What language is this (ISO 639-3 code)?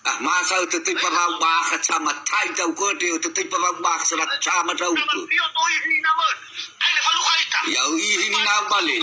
nia